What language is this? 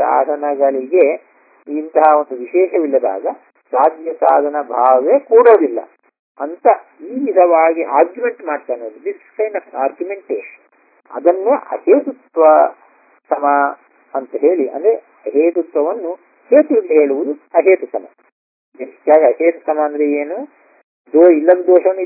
Kannada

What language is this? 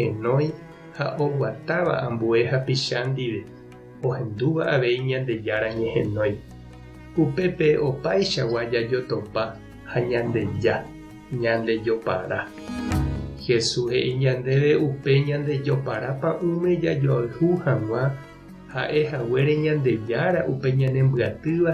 Guarani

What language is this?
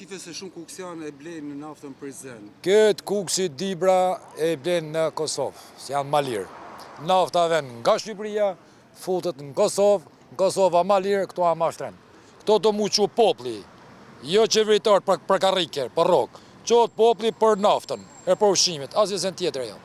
Albanian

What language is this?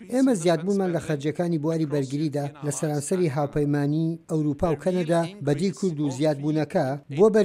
Central Kurdish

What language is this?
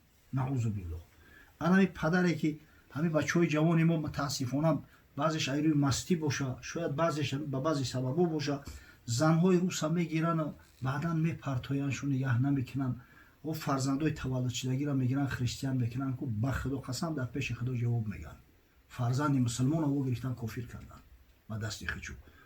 Tajik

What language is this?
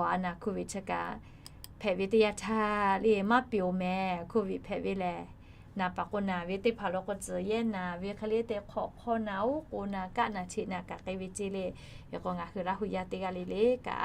Lahu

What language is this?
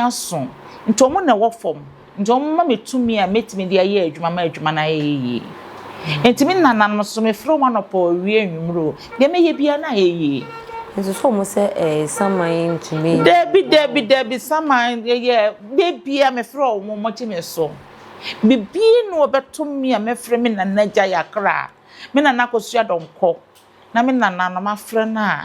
Akan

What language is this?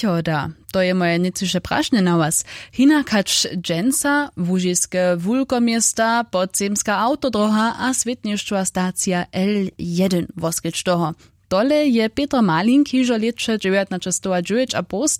Upper Sorbian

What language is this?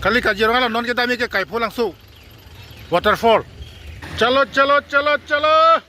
Karbi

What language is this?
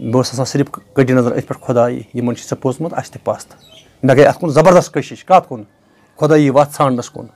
Kashmiri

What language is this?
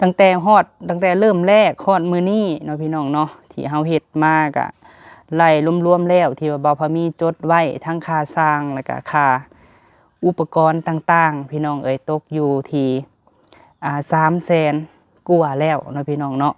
Lao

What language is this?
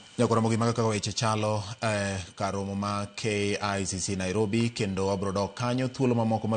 Luo (Kenya and Tanzania)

